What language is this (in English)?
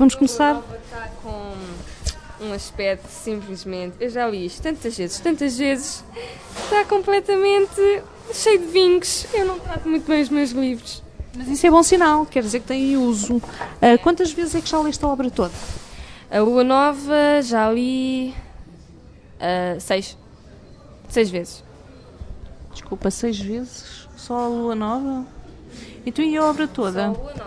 Portuguese